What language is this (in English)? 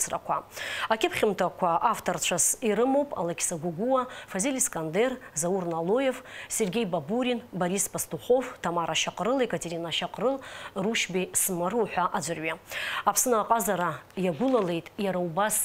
Abkhazian